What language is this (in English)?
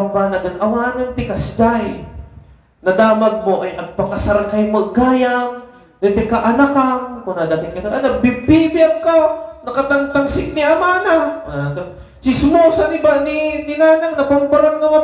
Iloko